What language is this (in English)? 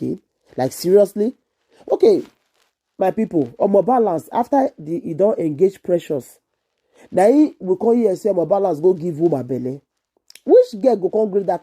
Nigerian Pidgin